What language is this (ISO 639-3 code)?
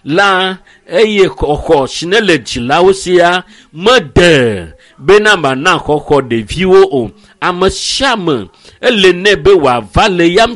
ewe